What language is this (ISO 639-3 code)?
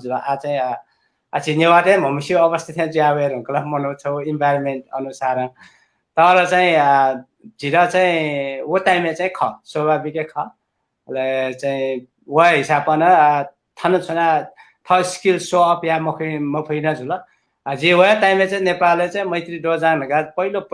new